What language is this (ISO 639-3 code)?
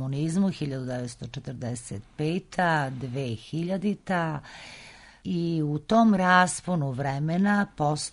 srp